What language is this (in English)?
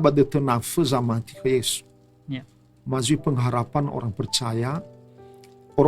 Nias